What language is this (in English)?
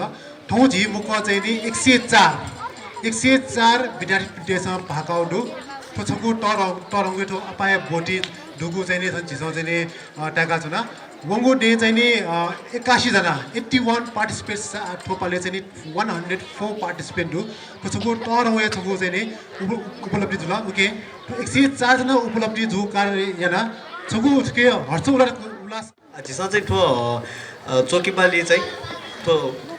Newari